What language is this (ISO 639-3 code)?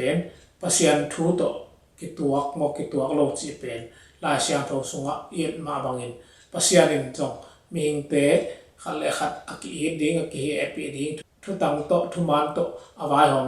ctd